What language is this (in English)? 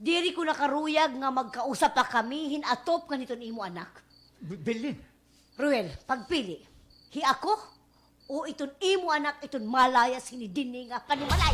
Waray